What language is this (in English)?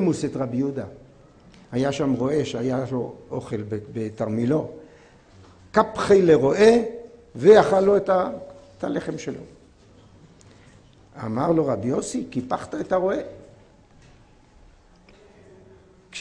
Hebrew